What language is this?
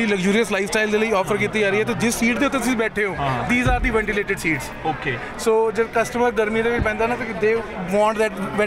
Punjabi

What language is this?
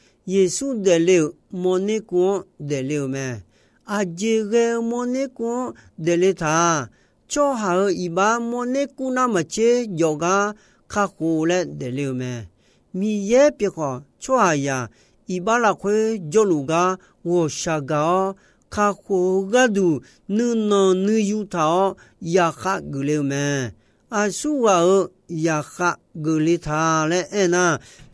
Akha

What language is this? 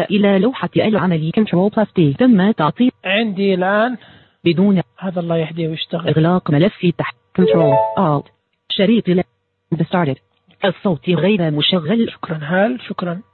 Najdi Arabic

